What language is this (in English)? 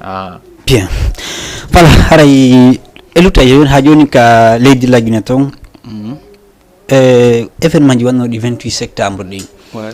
Fula